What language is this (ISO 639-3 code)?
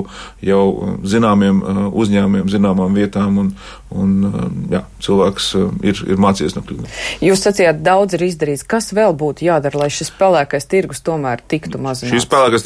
lav